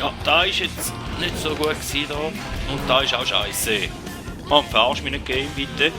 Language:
Swiss German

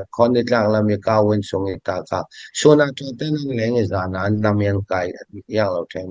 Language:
Falam Chin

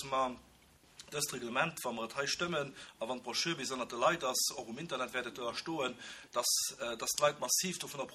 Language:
Luxembourgish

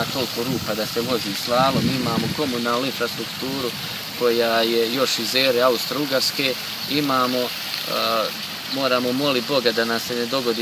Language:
Croatian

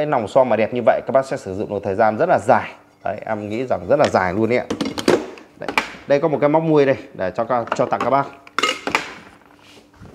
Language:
Vietnamese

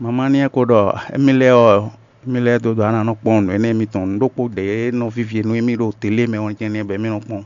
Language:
Fon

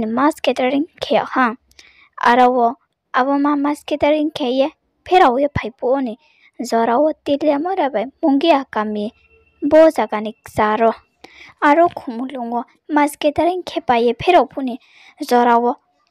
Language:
Riang (India)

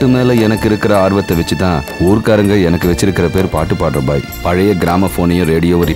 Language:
Tamil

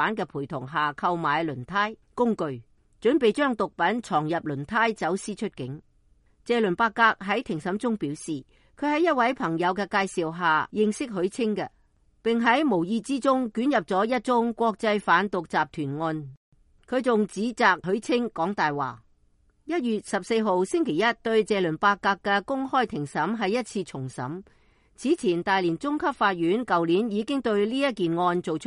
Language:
Cantonese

